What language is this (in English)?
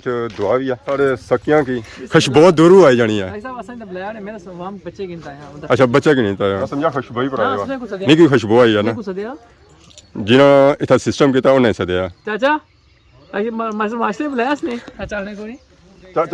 Pahari-Potwari